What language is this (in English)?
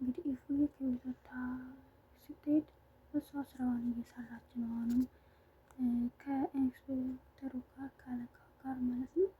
Amharic